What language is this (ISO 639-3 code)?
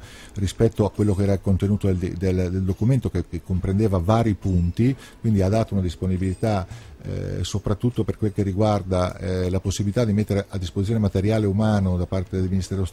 ita